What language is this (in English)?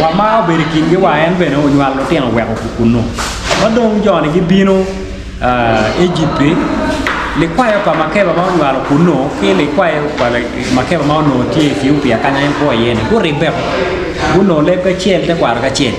Acoli